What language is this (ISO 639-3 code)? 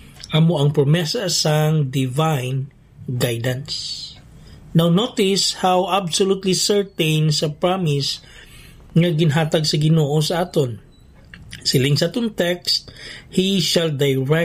hil